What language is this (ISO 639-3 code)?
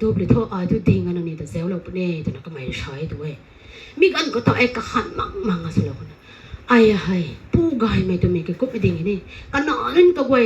nbu